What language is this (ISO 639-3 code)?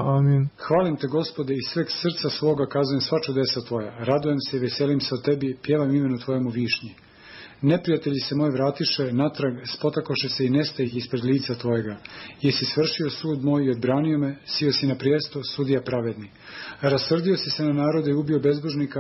srp